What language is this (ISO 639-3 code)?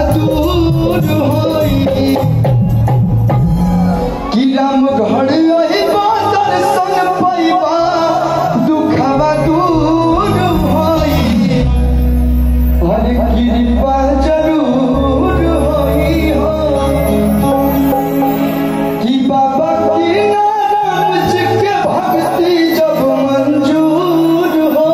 bho